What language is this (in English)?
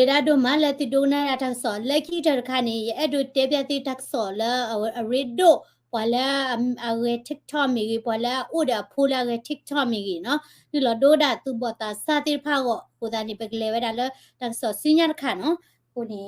S'gaw Karen